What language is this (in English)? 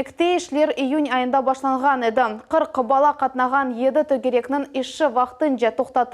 Crimean Tatar